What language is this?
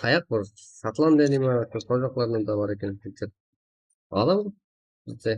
Kara-Kalpak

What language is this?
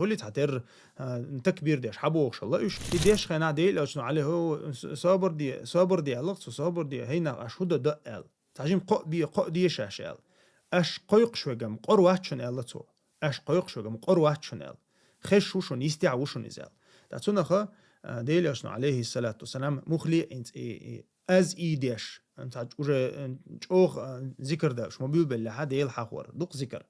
Chechen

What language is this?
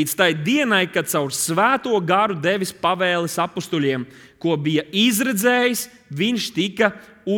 Latvian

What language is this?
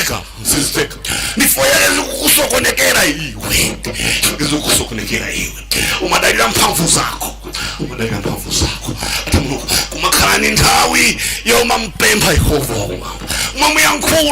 Nyanja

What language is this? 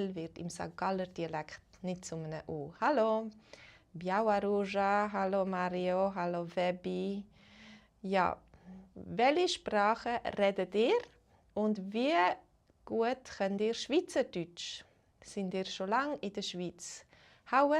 Swiss German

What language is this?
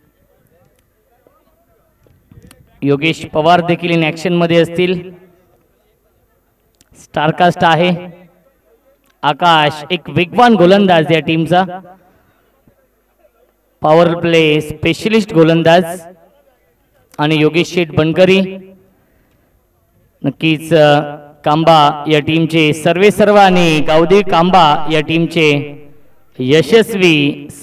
Marathi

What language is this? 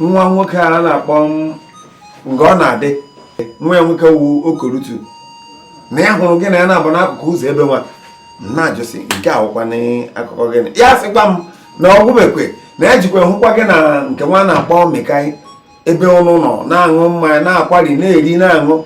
Igbo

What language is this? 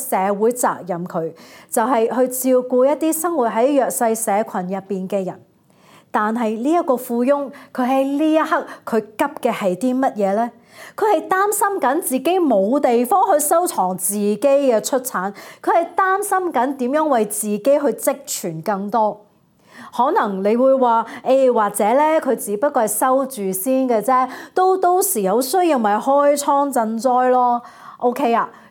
Cantonese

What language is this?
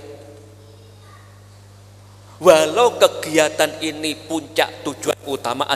Javanese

